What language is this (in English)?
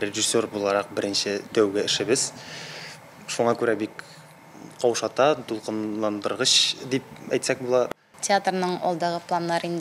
Tatar